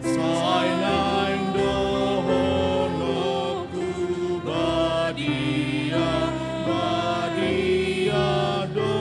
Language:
Batak Toba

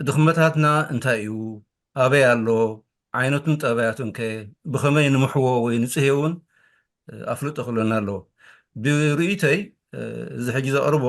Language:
Tigrinya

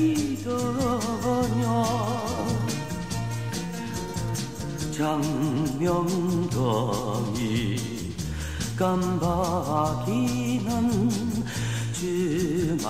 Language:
Korean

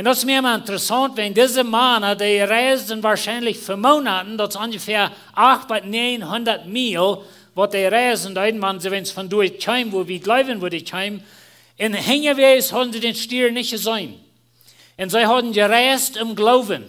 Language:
Plautdietsch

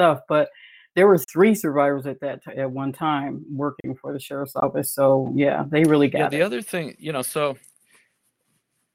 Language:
English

